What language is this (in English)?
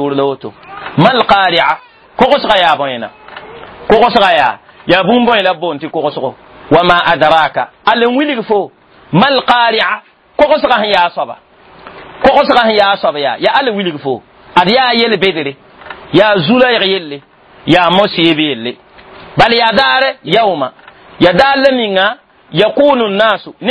Mossi